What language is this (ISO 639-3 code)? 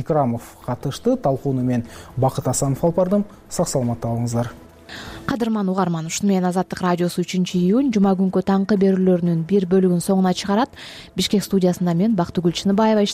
kir